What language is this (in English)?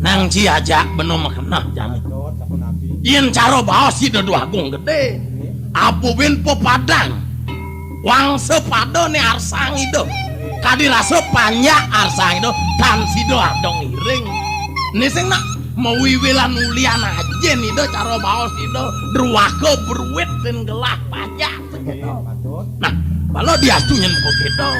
Balinese